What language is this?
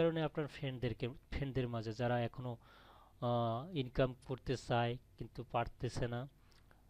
Bangla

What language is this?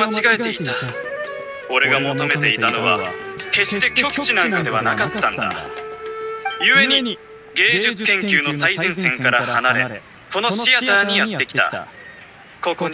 Japanese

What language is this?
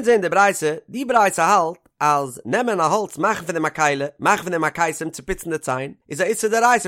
Yiddish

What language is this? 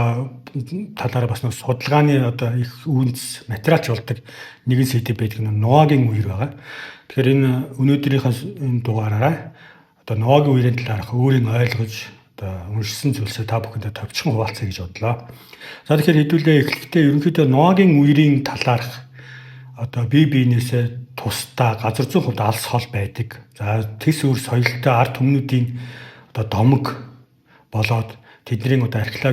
Mongolian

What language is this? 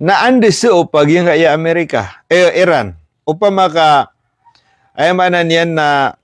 Maranao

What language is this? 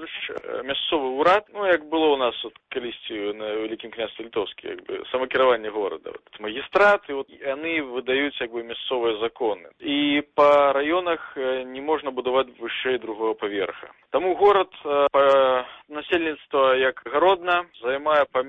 Belarusian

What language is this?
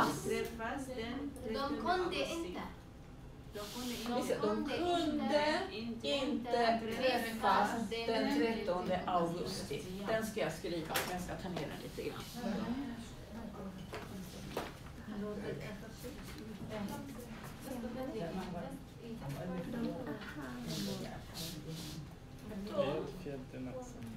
Swedish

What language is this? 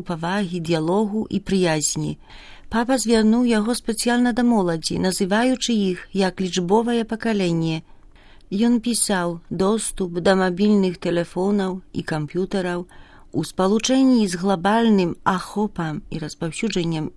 Belarusian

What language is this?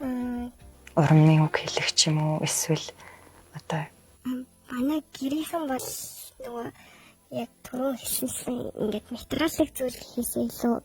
Mongolian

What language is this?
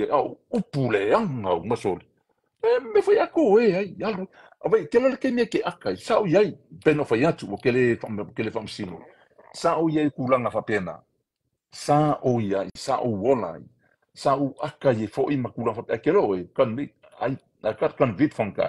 Samoan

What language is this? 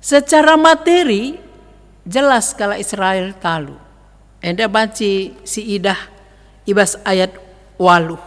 Batak Karo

